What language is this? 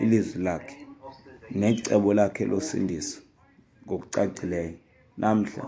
Xhosa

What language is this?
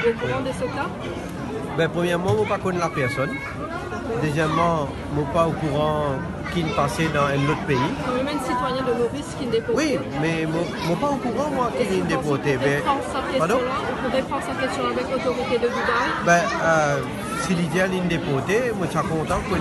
Morisyen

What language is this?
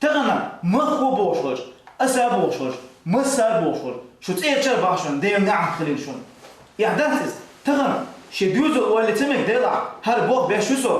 Chechen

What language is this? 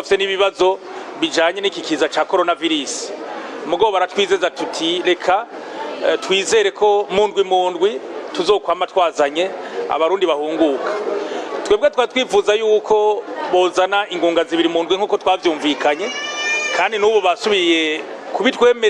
Rundi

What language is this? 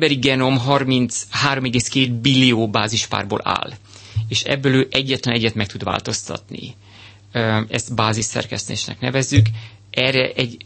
Hungarian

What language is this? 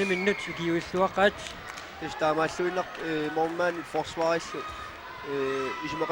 Kalaallisut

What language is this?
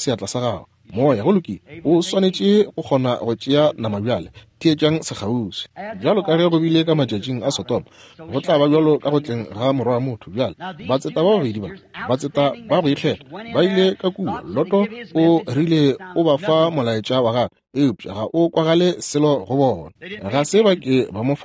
Northern Sotho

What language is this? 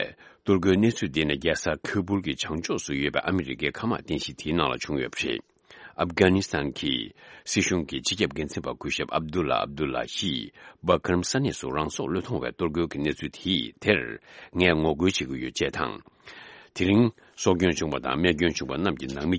Tibetan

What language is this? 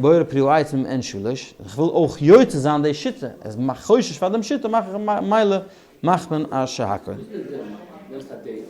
Yiddish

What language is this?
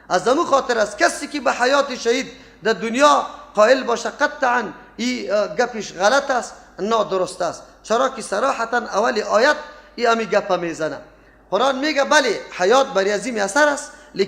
Persian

